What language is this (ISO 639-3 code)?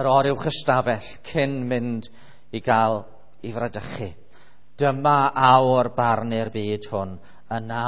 cym